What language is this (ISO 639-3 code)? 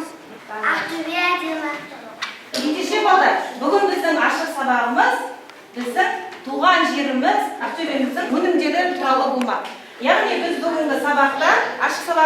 kaz